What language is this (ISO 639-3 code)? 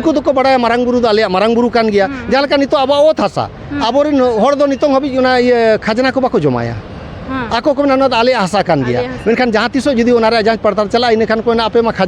sat